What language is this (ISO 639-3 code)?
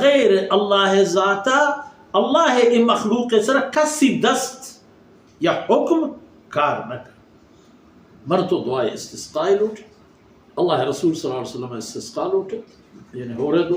bal